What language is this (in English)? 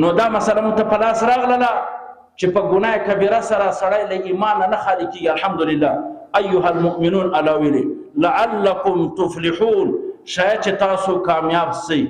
Pashto